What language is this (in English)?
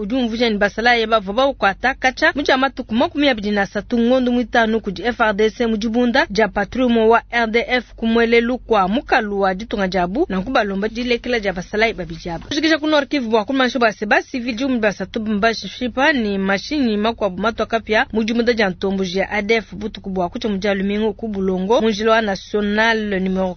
Luba-Lulua